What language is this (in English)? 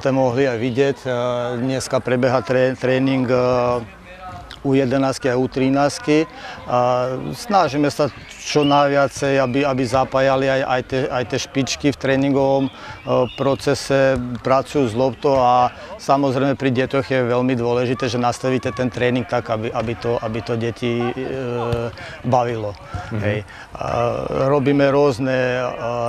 Slovak